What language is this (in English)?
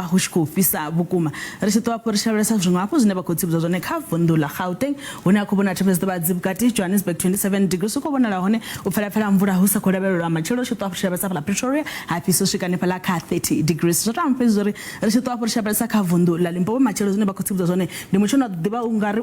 Venda